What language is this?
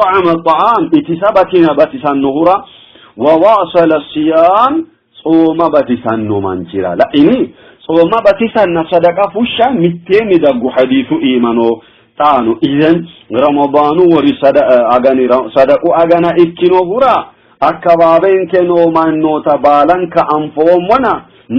Sidamo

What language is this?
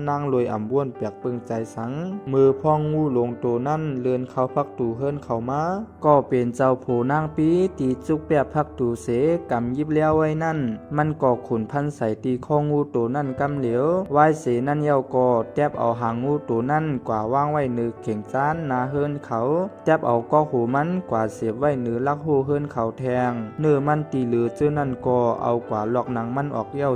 Shan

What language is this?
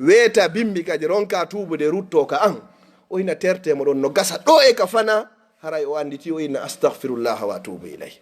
Fula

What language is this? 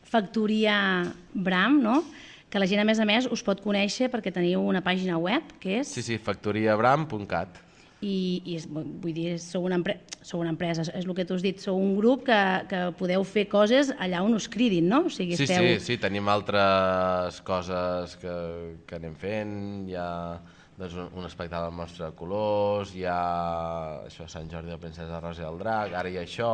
Catalan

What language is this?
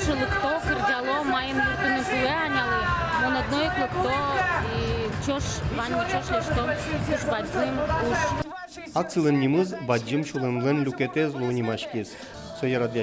Udmurt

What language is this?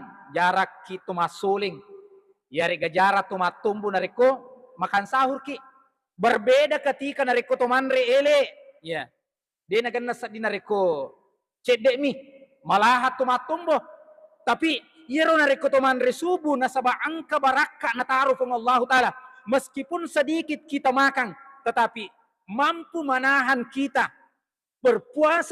Buginese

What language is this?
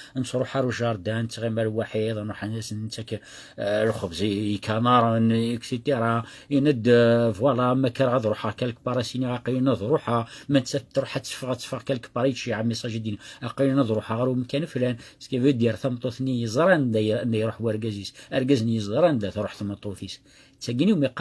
Kabyle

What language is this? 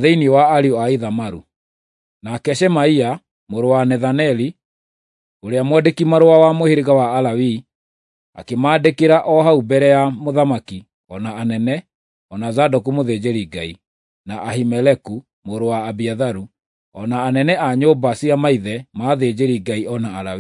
Kikuyu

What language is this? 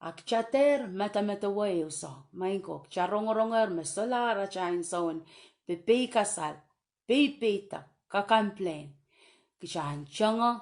Pohnpeian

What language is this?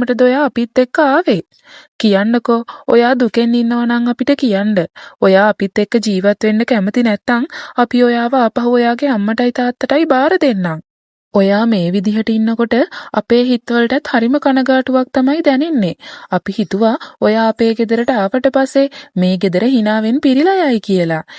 Sinhala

